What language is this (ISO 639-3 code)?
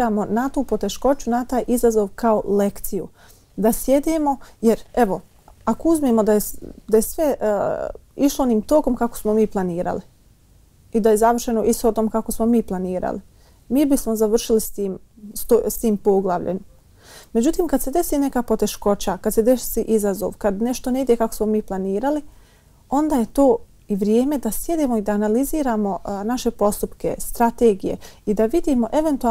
bos